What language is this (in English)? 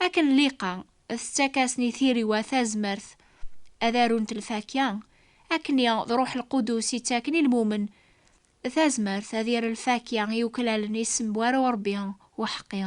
Kabyle